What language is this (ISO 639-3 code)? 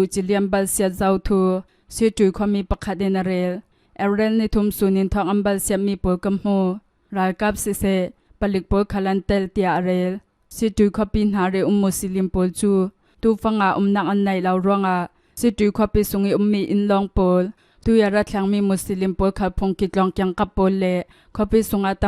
cnh